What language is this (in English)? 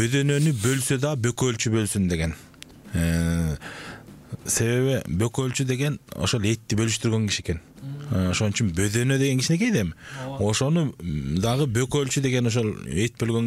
Kyrgyz